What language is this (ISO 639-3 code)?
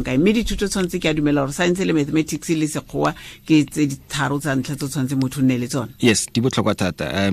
tsn